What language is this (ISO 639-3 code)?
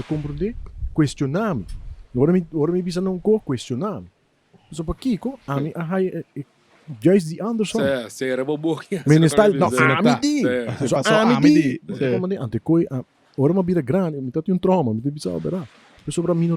pap